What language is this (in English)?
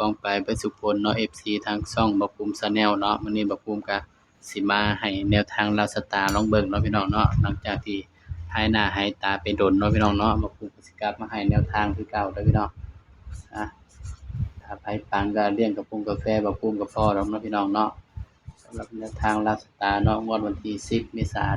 Northeastern Thai